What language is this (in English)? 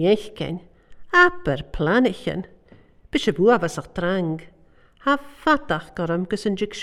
Welsh